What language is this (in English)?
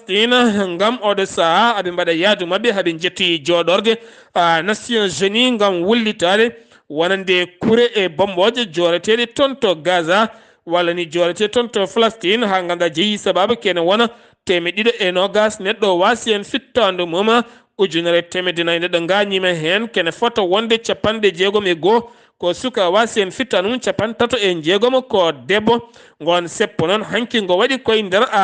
Fula